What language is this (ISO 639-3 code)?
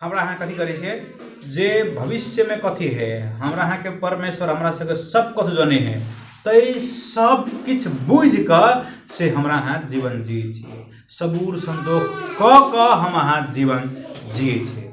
mai